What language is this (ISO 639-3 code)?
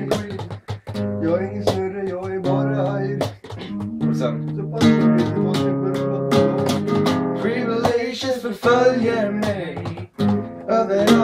swe